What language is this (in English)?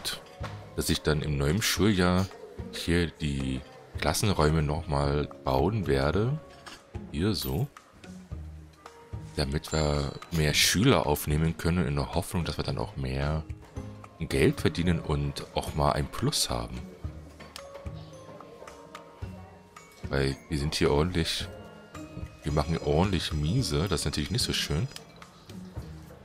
German